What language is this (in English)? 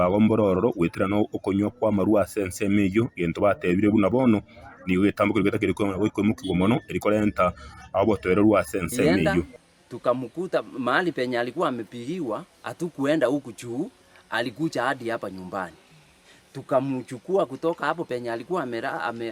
Gusii